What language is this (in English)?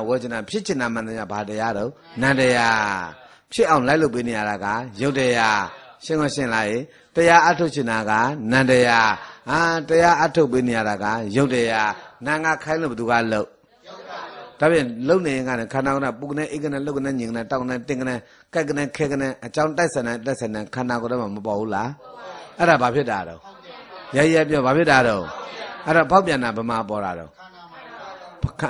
Burmese